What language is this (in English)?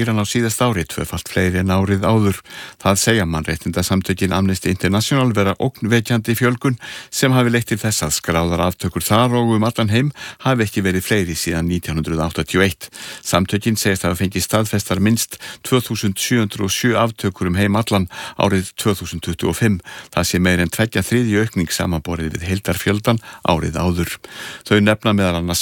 Icelandic